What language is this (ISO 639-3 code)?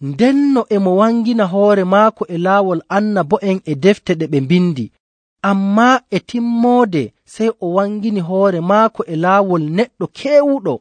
fuv